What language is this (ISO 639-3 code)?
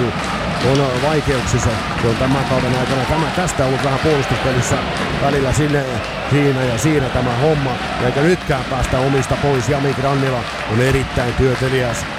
fin